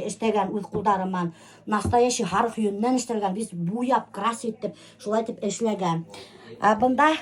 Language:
Bashkir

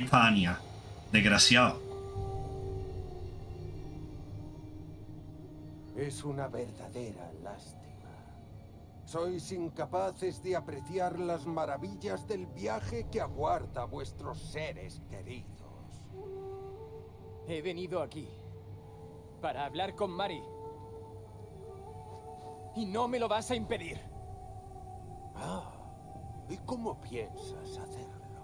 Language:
Spanish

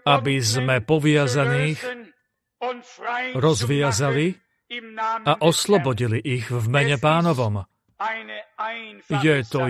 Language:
Slovak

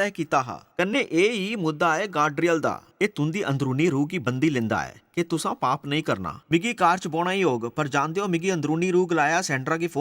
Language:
Dogri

